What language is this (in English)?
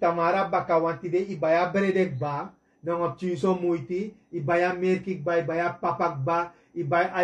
Sranan Tongo